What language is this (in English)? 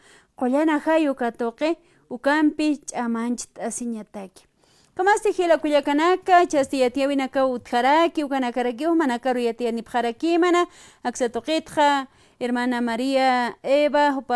Aymara